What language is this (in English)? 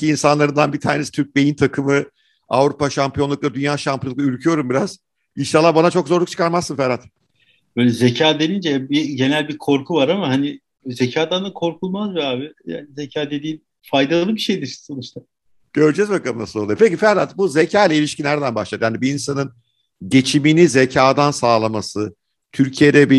Turkish